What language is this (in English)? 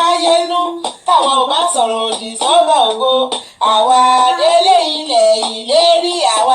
Yoruba